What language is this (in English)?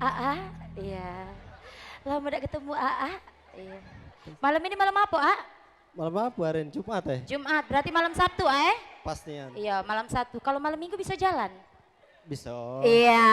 Musi